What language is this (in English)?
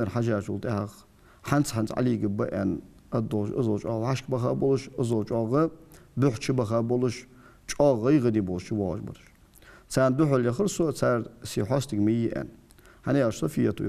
Ingush